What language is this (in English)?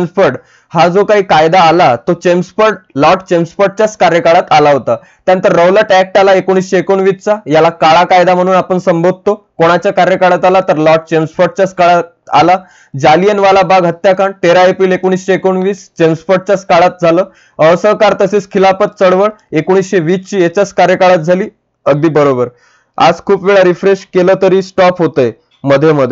Marathi